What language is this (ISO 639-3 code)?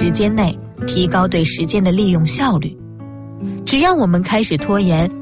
zho